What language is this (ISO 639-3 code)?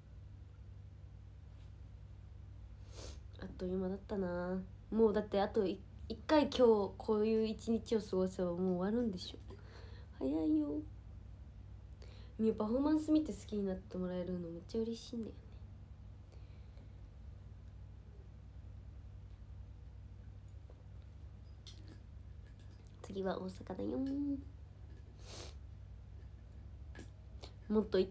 jpn